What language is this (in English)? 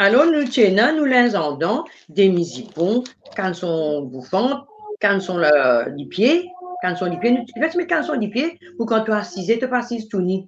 Morisyen